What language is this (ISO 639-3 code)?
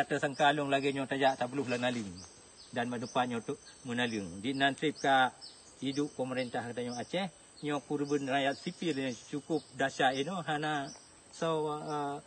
ace